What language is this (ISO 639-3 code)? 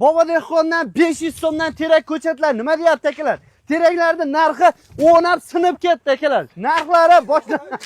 uzb